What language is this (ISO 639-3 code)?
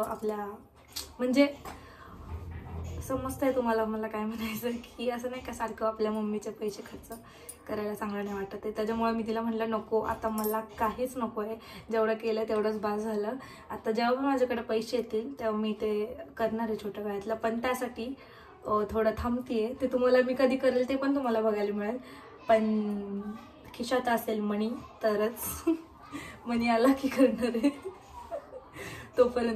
mar